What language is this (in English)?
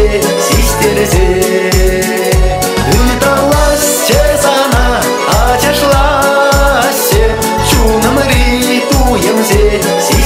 Chuvash